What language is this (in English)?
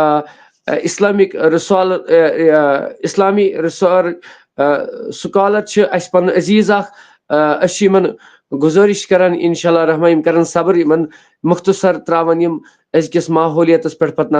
Kashmiri